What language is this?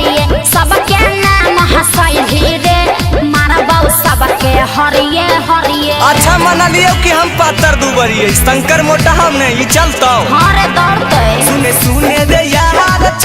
Magahi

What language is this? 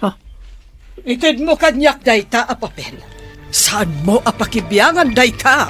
Iloko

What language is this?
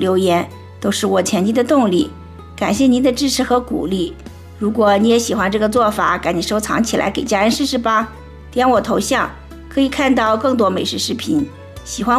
Chinese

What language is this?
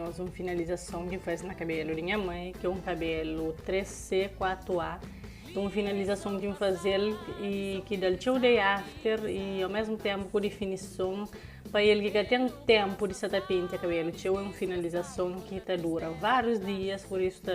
Kabuverdianu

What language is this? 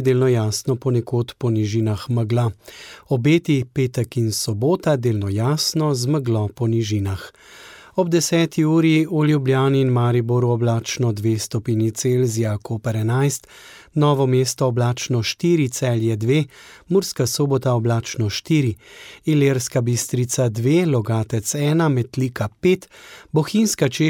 Slovenian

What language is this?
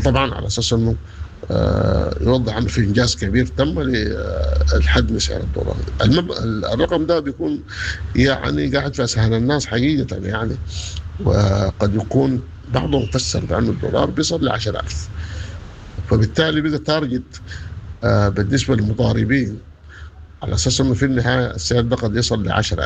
Sudanese Arabic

